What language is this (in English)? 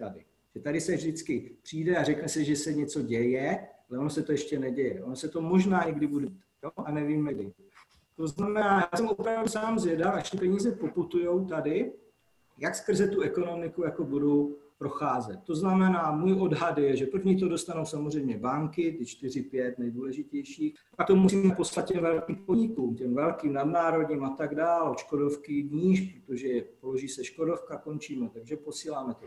Czech